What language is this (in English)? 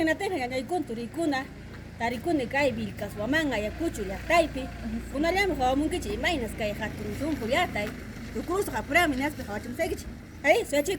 Ayacucho Quechua